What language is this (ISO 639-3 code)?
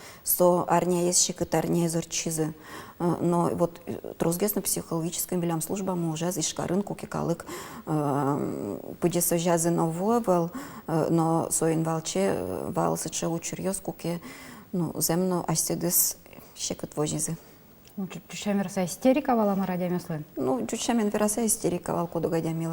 udm